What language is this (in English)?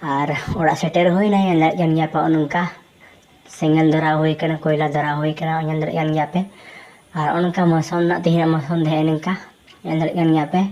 Santali